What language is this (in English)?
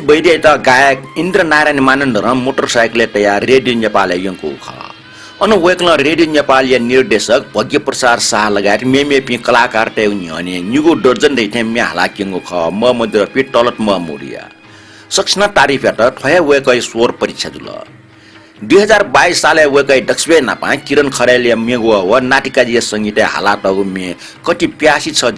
Newari